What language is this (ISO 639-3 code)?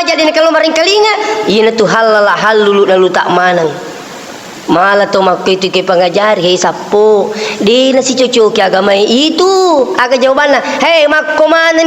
bug